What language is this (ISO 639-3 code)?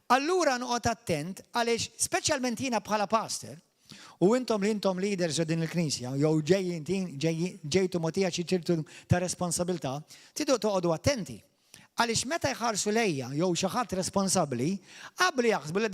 mlt